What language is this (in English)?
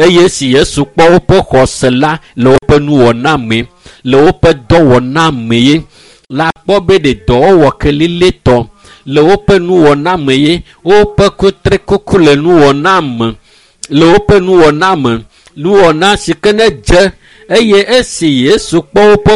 Ewe